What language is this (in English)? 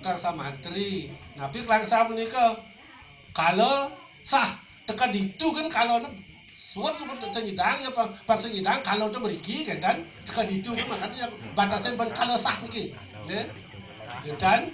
Balinese